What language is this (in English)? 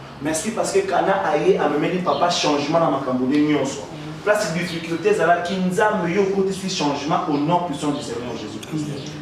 Lingala